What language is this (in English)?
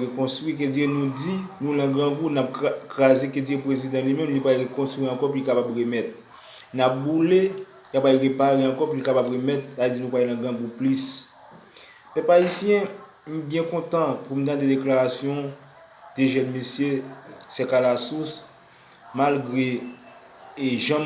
Haitian Creole